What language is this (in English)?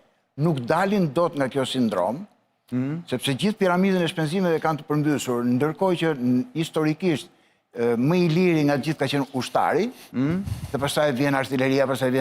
Albanian